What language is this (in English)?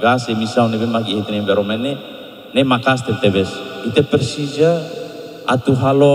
Tetum